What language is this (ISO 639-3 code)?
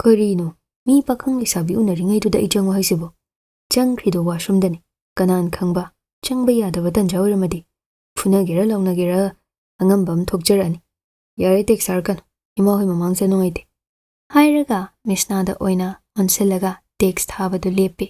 mni